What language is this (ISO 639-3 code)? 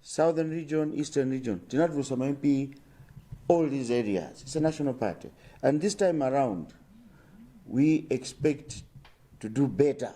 nya